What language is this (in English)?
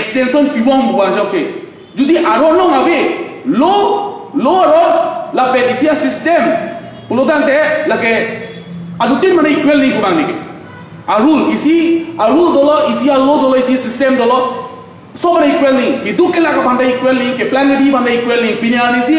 Karbi